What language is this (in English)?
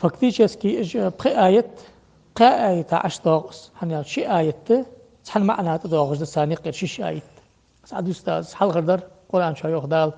Ingush